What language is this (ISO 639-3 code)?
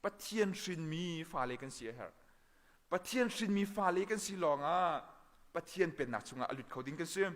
cnh